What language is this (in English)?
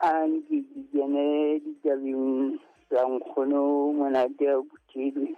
Southern Sotho